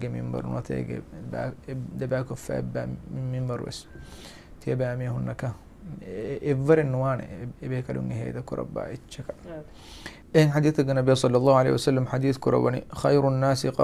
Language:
Divehi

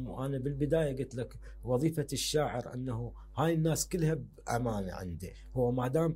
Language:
Mesopotamian Arabic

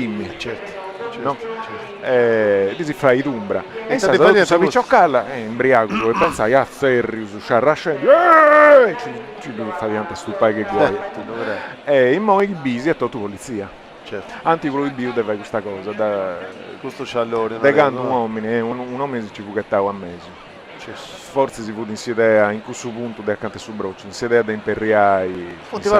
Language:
Sardinian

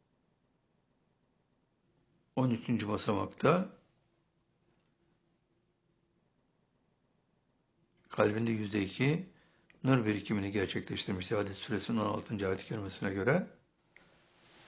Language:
Turkish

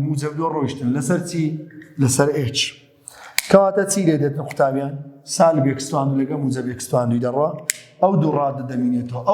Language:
Central Kurdish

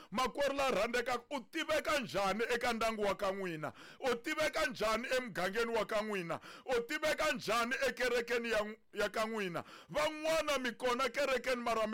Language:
Tsonga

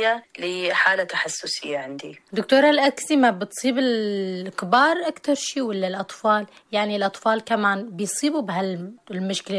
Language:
North Levantine Arabic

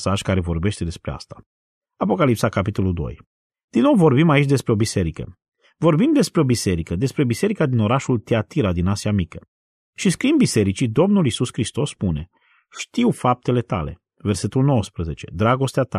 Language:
Romanian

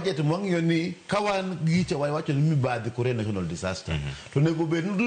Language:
Luo (Kenya and Tanzania)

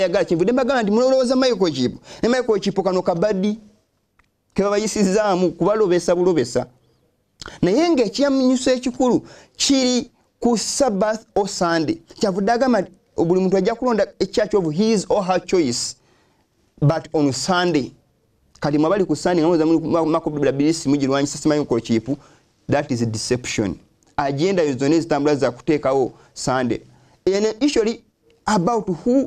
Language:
Ganda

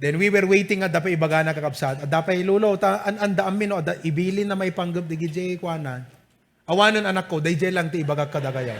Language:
Iloko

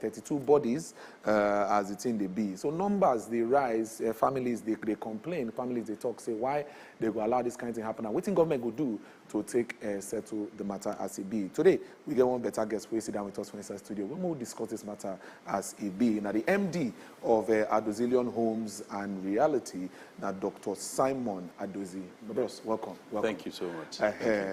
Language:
Nigerian Pidgin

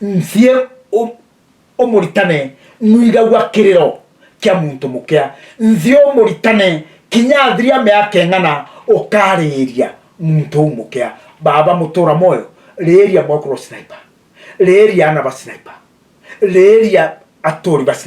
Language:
Meru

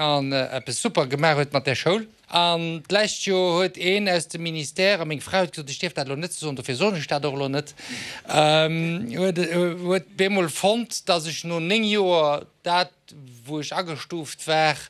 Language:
Luxembourgish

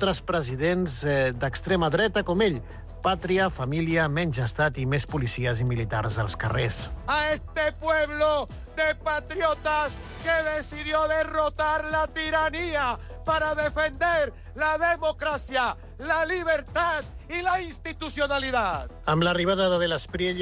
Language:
Catalan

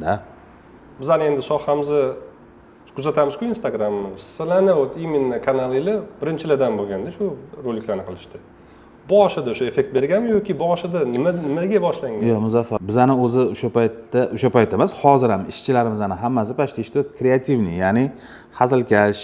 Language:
Uzbek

